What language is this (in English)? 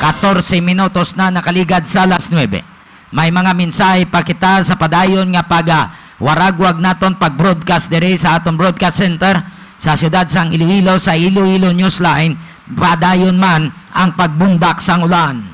Hiligaynon